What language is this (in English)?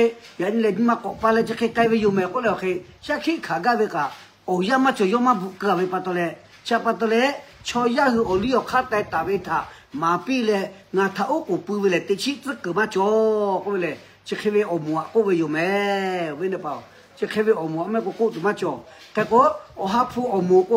Lahu